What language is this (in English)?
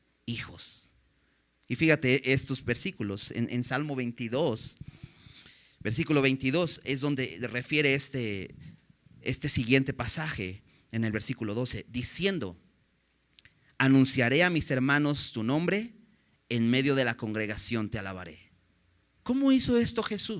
Spanish